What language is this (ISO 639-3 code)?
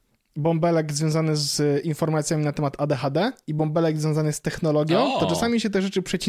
pol